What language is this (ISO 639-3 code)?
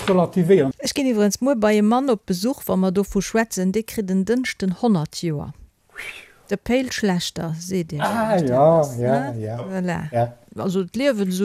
ltz